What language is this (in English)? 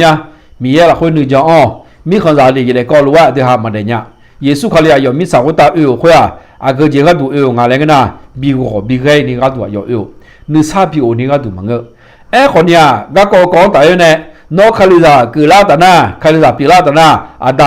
Akha